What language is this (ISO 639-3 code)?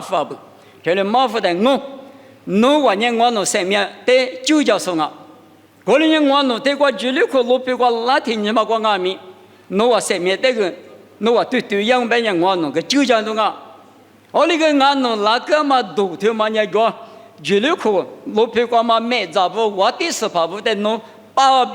lis